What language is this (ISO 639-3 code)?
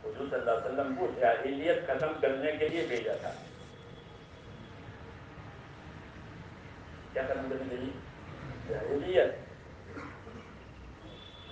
urd